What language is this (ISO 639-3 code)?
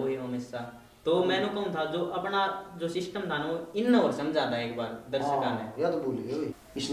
bgc